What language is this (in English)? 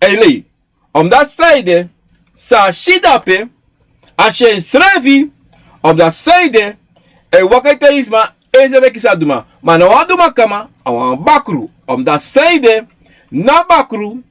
Sranan Tongo